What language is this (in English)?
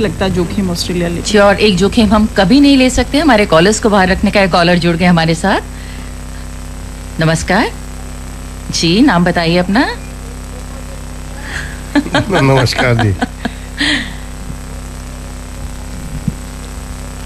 Hindi